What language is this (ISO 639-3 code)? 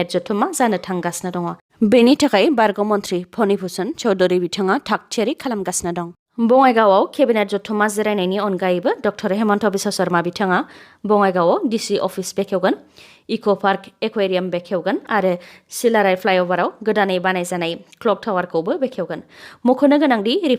brx